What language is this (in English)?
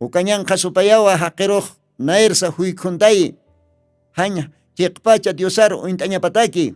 Aymara